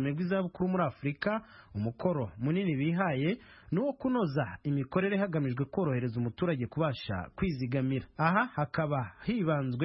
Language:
Kinyarwanda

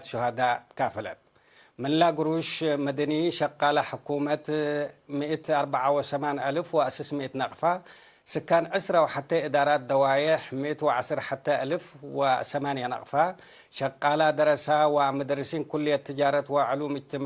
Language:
Tigre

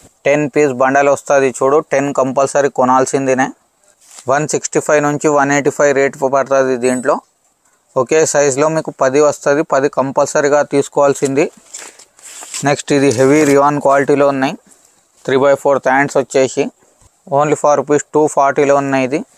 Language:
Telugu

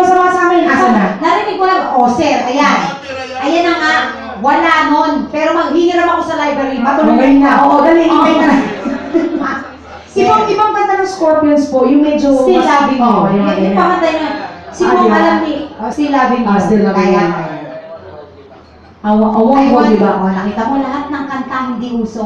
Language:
Filipino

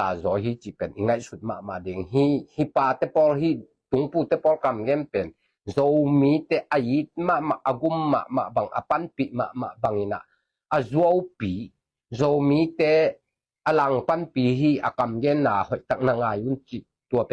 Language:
Tedim Chin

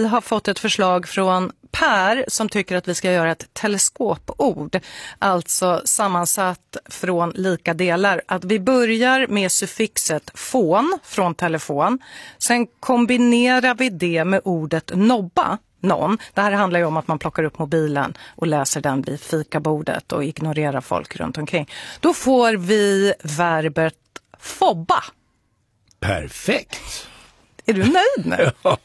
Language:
Swedish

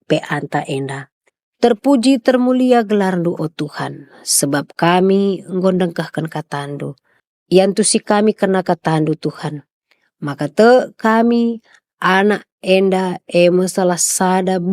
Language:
Batak Karo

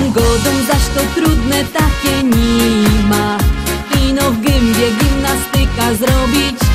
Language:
Silesian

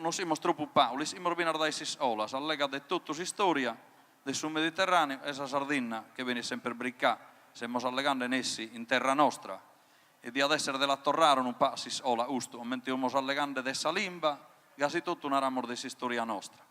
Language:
Sardinian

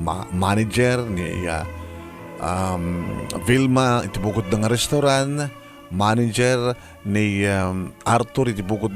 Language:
Iloko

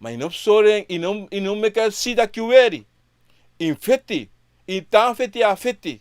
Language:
Sranan Tongo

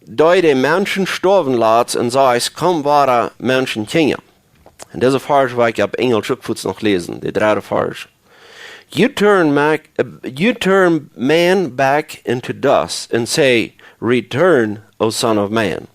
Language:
Plautdietsch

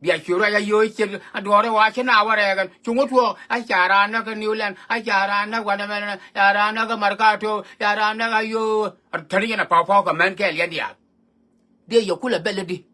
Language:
Nuer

